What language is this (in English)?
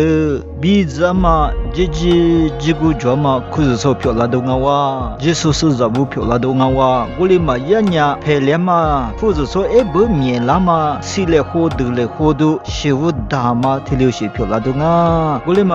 Lisu